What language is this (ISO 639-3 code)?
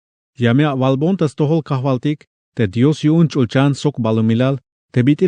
tzh